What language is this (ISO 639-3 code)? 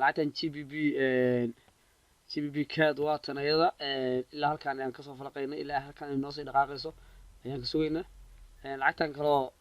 som